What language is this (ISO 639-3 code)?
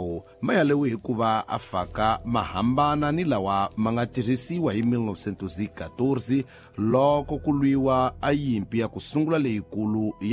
tso